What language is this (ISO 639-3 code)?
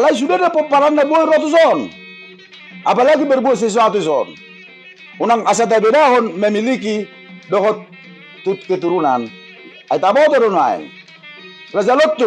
bbc